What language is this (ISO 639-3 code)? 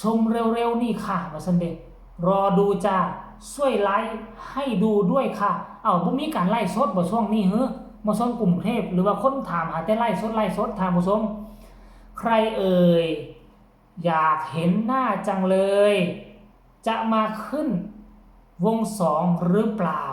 tts